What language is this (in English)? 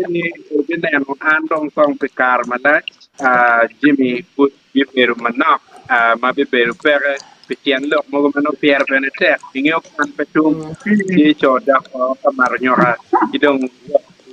Acoli